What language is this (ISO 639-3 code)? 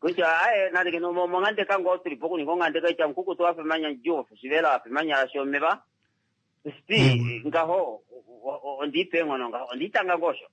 kua